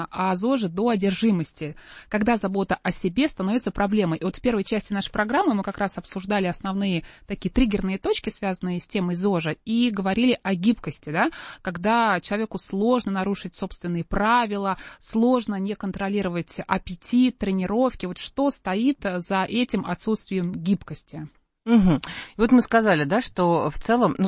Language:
Russian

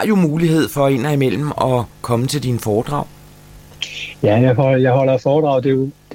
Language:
Danish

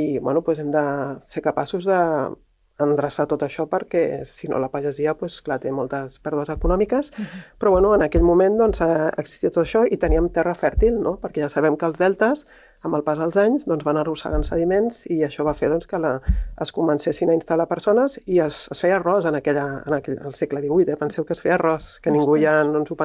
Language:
Catalan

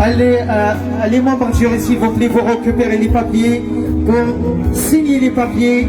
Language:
Kabyle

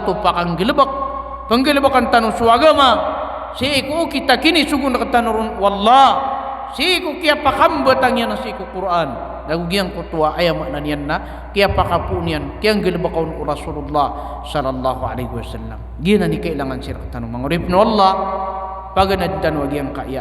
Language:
Maranao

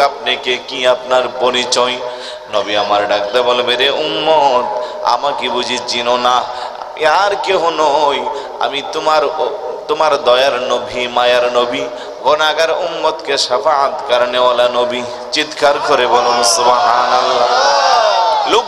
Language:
Bangla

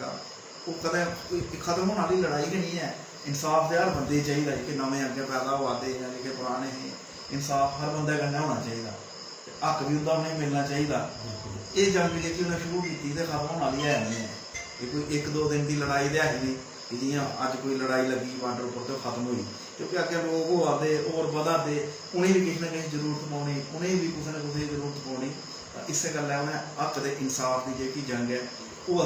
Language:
Dogri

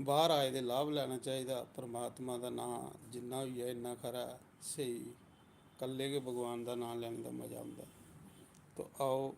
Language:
Dogri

